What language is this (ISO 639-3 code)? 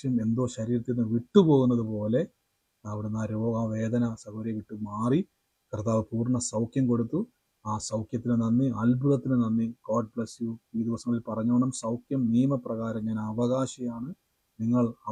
mal